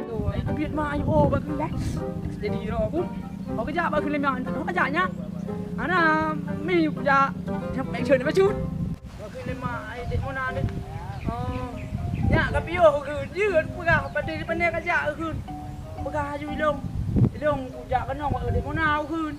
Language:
Achinese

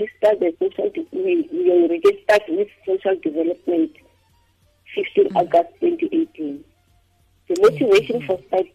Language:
Tswana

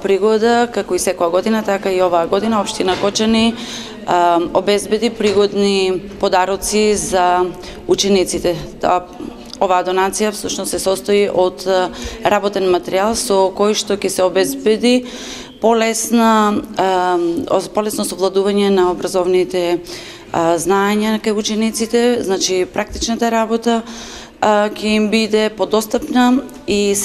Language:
Macedonian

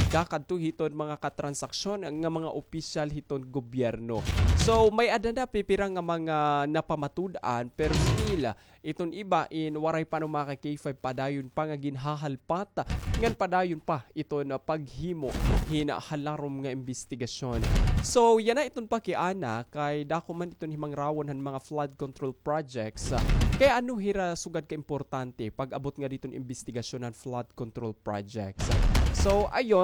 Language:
Waray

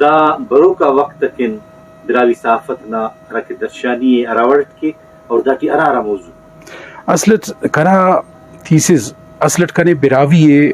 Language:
Brahui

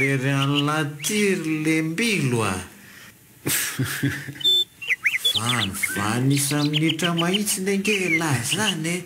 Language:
Malagasy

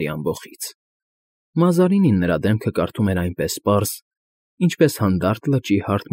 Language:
Armenian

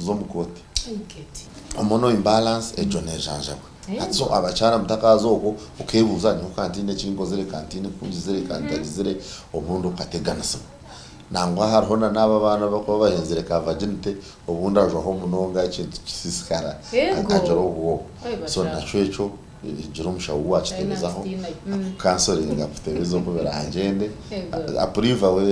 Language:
Nyankole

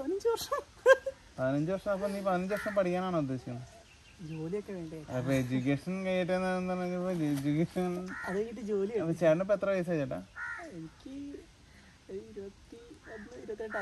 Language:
Malayalam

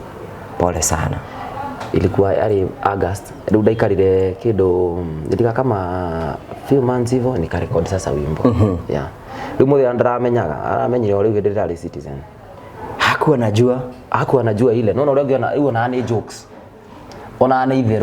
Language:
Kikuyu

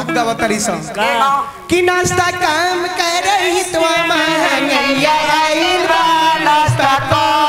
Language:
Bhojpuri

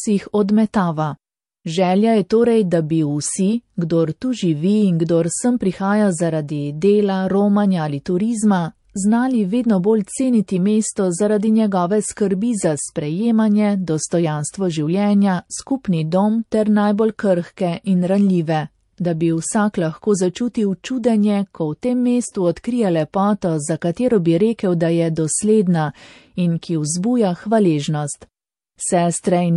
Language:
Slovenian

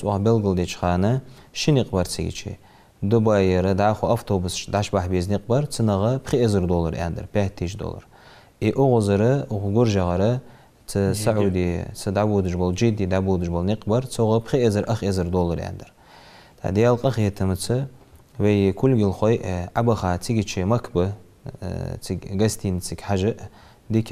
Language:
Ingush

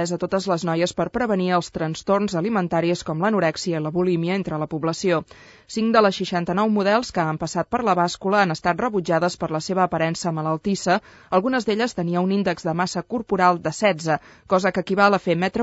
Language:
Catalan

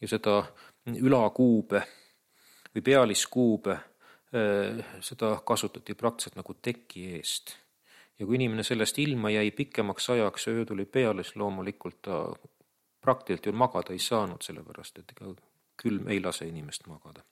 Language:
Estonian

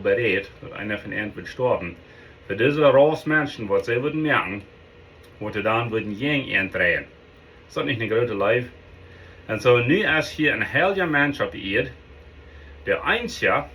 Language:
Plautdietsch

